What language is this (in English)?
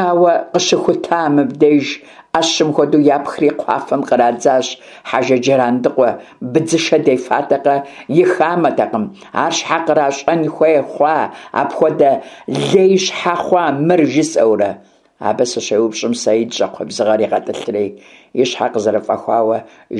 Kabardian